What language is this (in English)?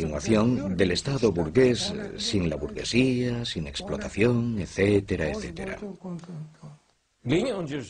Spanish